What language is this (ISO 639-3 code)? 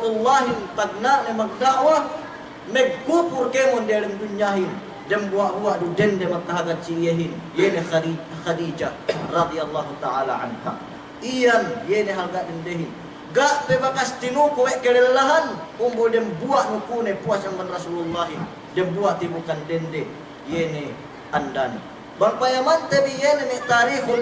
yka